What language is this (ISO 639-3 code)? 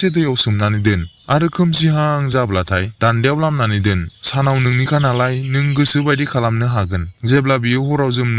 brx